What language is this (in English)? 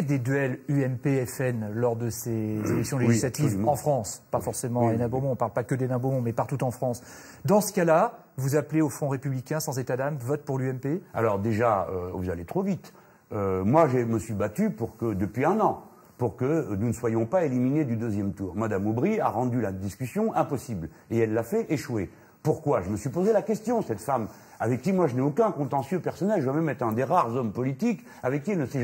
French